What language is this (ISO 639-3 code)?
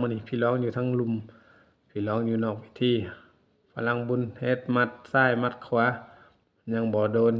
tts